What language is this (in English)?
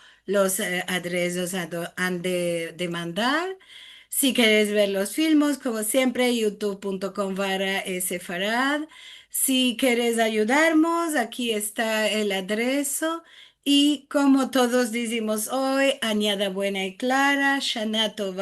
Ladino